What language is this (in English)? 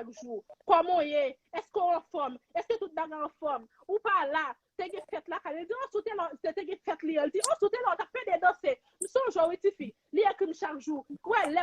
Haitian Creole